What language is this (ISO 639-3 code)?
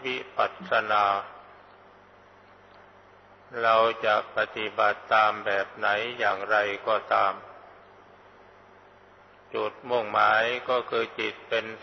tha